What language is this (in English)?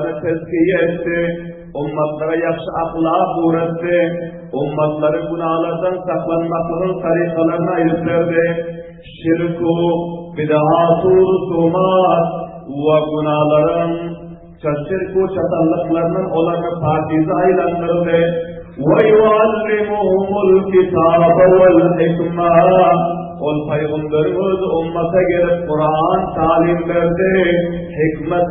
Turkmen